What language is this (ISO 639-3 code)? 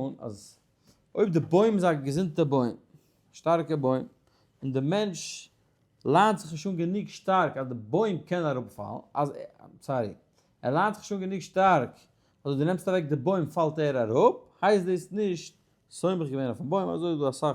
yid